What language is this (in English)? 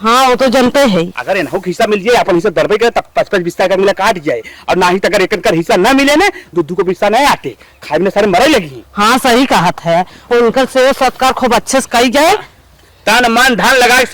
Awadhi